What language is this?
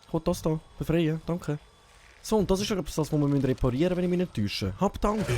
Swiss German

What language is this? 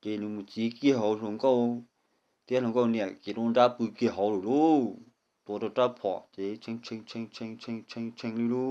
Hmong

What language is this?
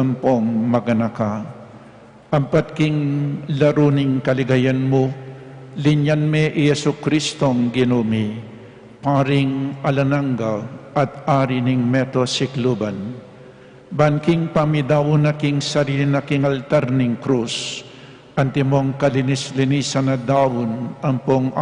Pampanga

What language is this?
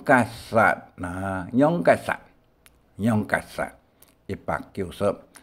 Hakka Chinese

